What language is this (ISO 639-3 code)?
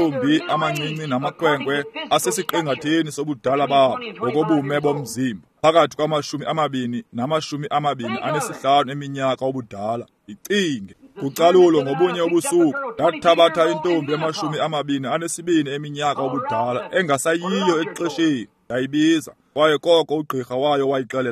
xho